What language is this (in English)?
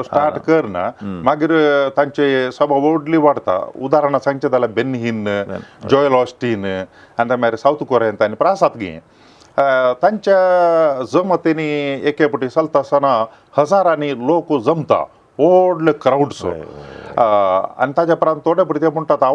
Konkani